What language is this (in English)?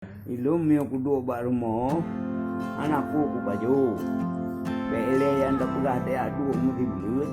Achinese